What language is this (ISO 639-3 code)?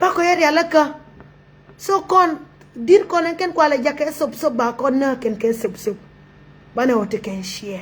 nus